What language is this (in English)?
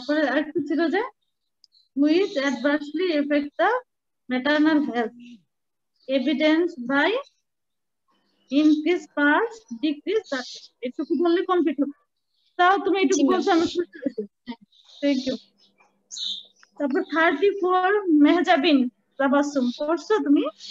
Bangla